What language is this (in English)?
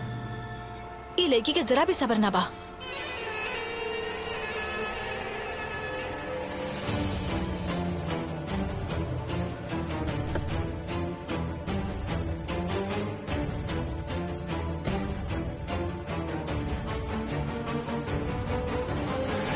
Bhojpuri